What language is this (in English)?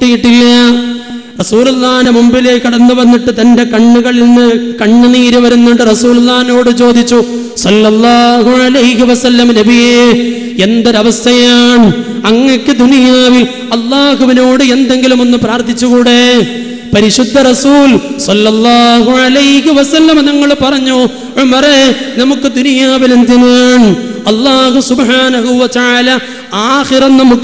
Malayalam